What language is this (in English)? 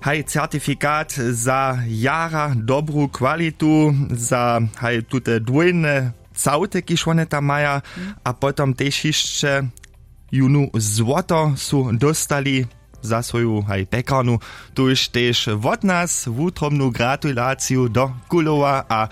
Upper Sorbian